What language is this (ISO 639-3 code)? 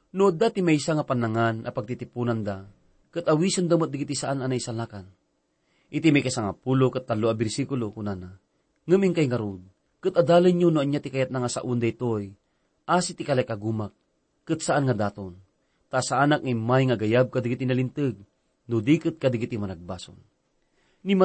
ilo